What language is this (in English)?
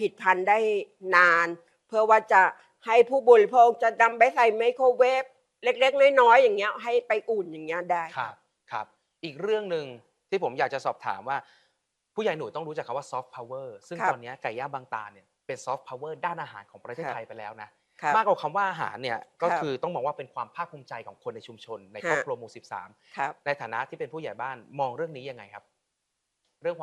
Thai